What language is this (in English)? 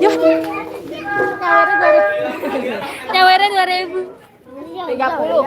Betawi